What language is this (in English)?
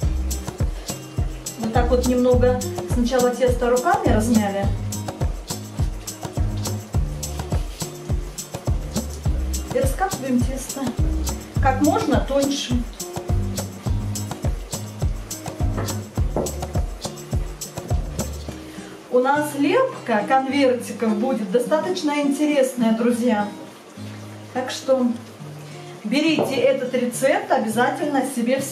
Russian